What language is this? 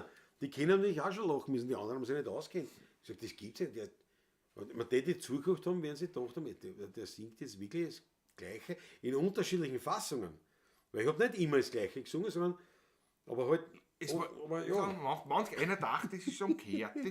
Bavarian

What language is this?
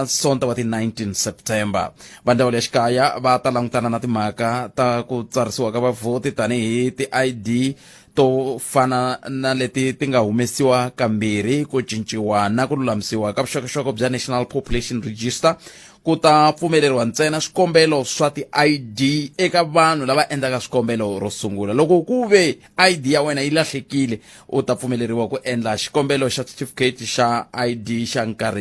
Tsonga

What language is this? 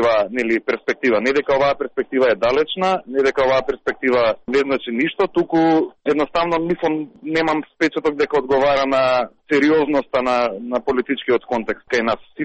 Macedonian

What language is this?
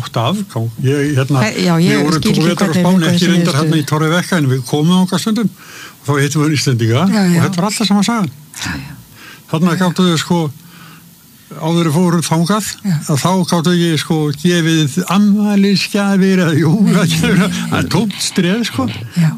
Icelandic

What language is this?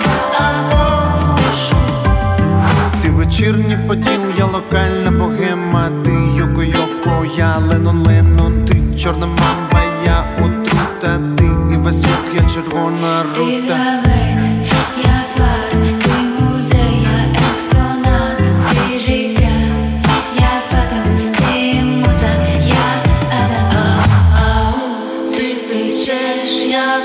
Ukrainian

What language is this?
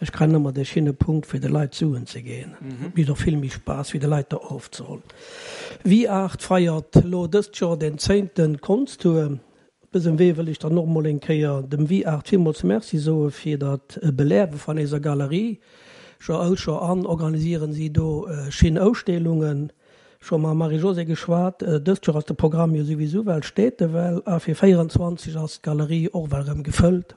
Luxembourgish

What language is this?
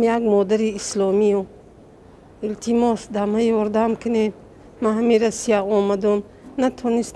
Tajik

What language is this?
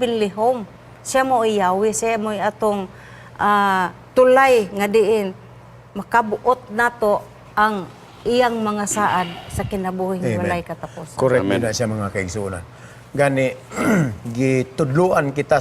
Cebuano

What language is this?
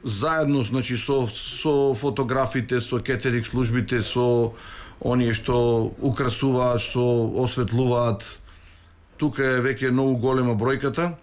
Macedonian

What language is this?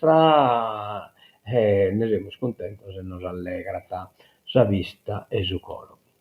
Sardinian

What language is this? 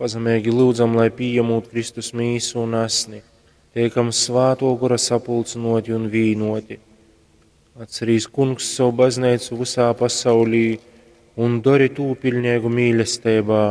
Latgalian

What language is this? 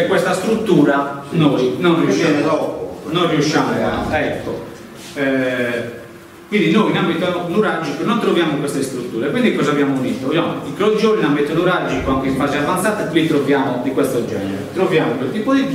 Italian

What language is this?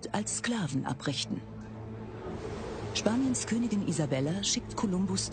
German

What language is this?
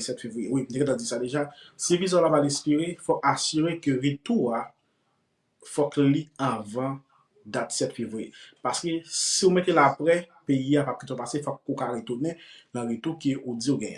Haitian Creole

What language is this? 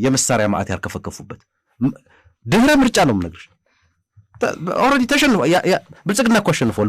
Amharic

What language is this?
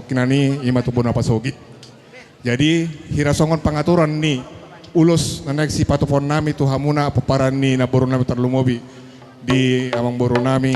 Batak Toba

